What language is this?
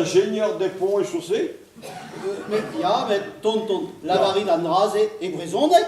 Breton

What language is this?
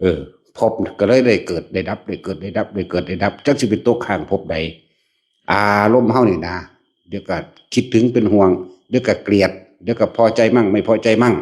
Northeastern Thai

